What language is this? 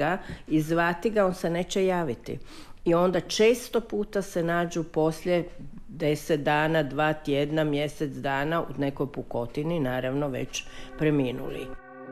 Croatian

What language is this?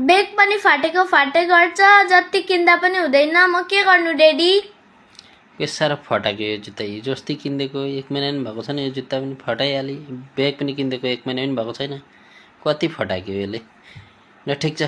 Nepali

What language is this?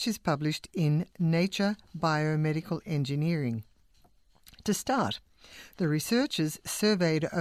English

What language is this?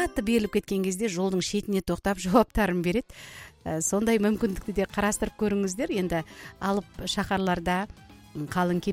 Kazakh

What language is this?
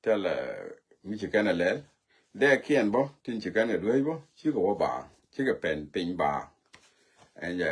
Nuer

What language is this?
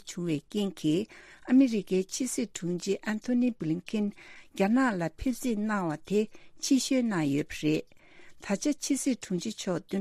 Tibetan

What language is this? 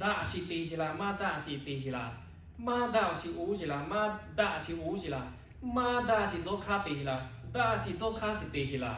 Lahu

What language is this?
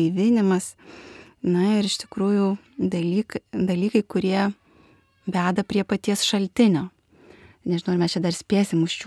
Lithuanian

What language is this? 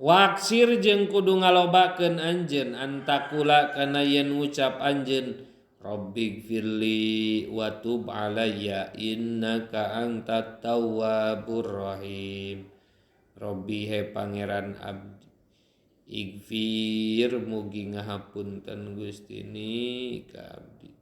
Sundanese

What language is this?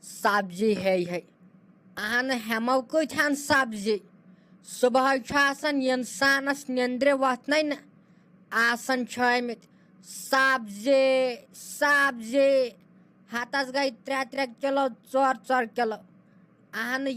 Kashmiri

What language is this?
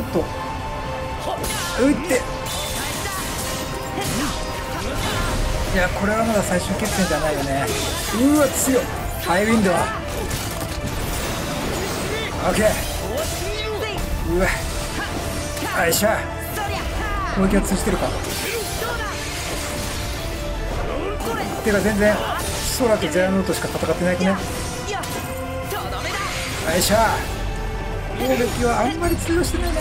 Japanese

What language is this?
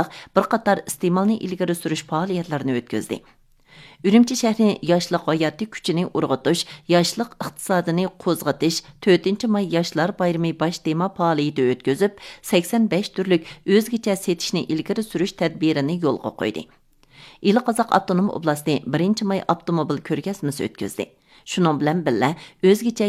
Uyghur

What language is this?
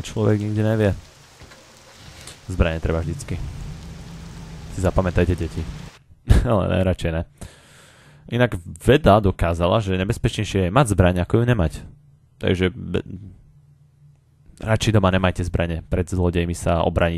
Slovak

